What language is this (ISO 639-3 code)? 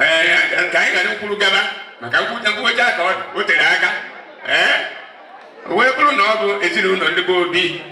ibo